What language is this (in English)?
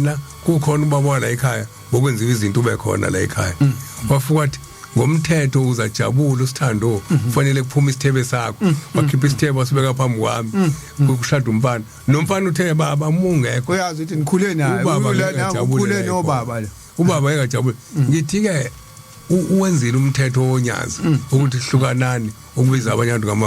Zulu